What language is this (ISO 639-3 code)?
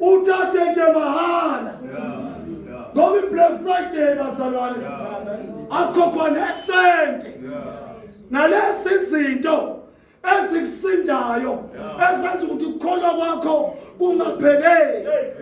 zul